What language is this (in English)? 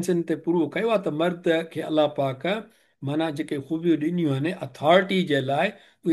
Sindhi